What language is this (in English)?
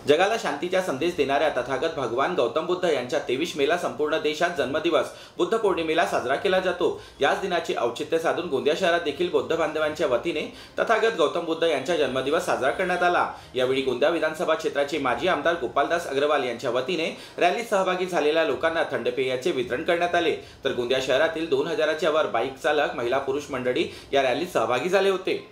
Marathi